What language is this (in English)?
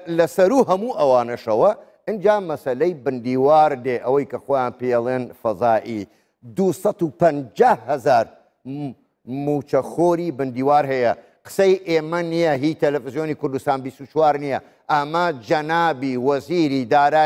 Central Kurdish